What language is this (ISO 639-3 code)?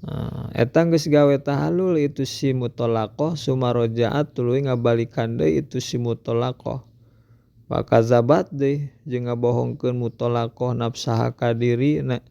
sun